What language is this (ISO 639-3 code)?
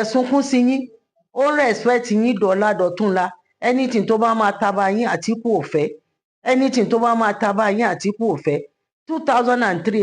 yor